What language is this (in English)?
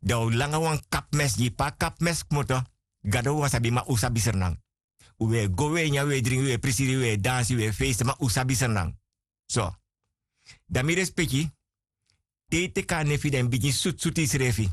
Sranan Tongo